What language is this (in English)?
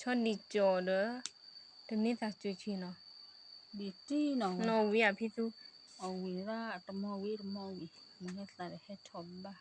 S'gaw Karen